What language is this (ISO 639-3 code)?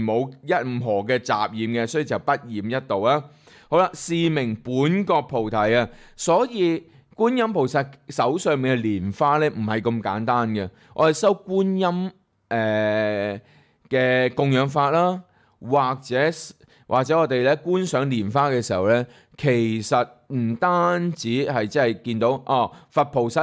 yue